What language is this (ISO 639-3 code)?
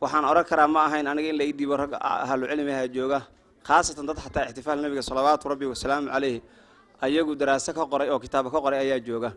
som